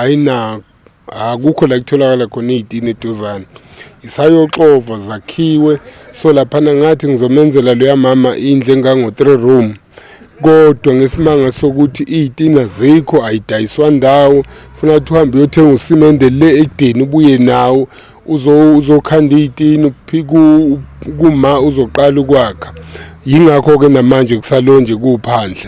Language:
Zulu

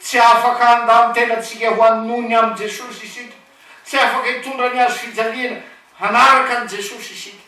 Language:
Malagasy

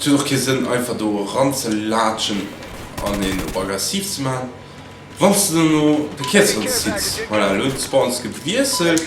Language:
Luxembourgish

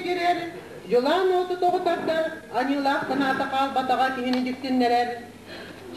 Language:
Yakut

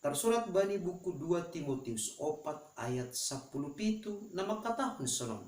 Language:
Batak Simalungun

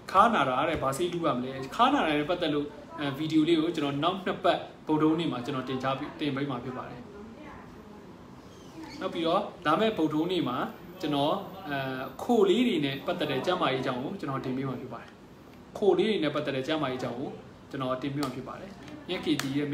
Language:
Burmese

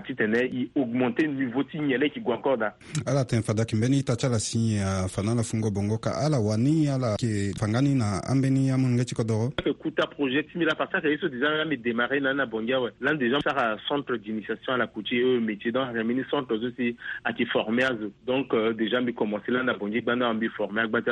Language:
Sango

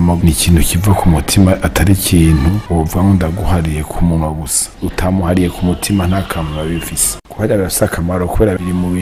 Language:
Rundi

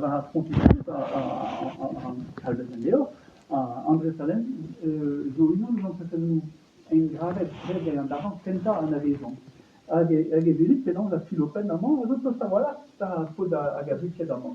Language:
Breton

